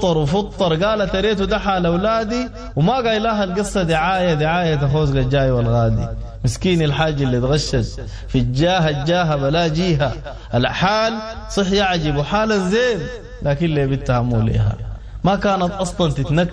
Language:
Sudanese Arabic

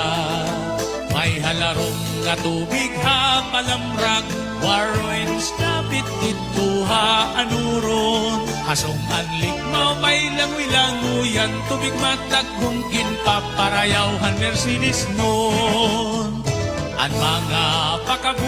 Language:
Waray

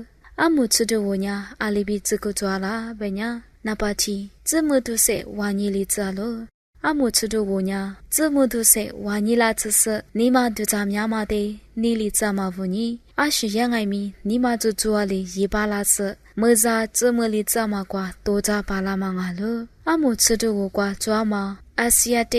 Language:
Lisu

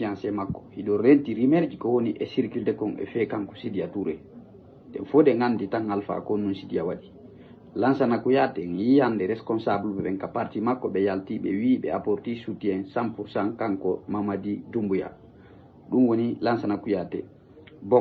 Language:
Fula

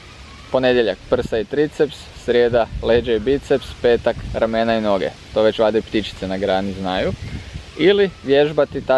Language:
Croatian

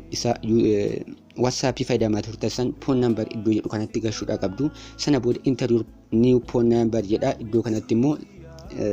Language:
Oromo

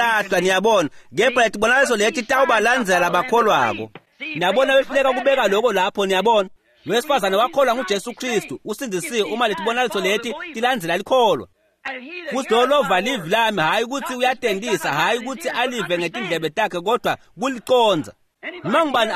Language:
Swati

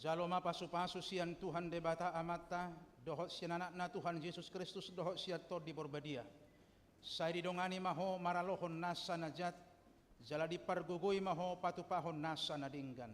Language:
Batak Toba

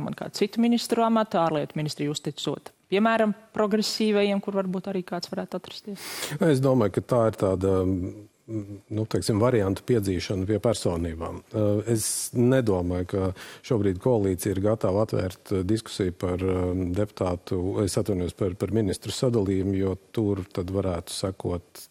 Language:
Latvian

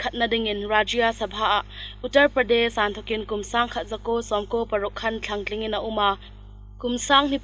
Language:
Hmar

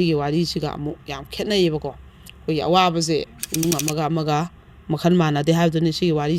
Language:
Manipuri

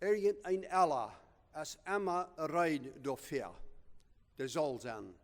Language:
Plautdietsch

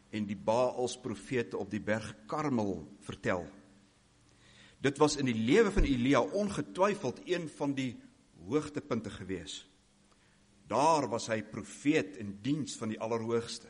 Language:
Afrikaans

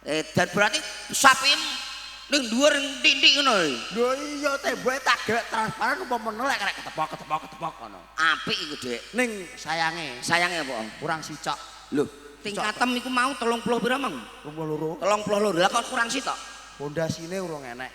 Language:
Javanese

